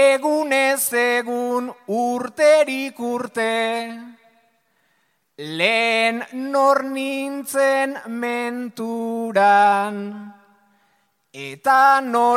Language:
Basque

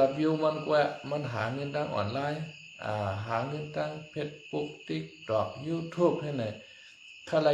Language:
Shan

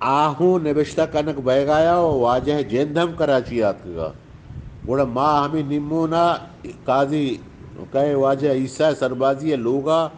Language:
Eastern Balochi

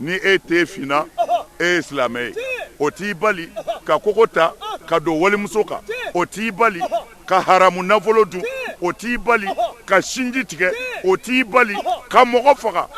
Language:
Bambara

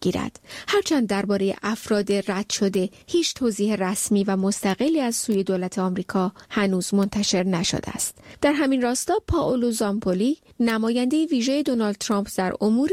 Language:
Persian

